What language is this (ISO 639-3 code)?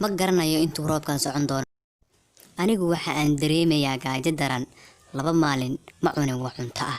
som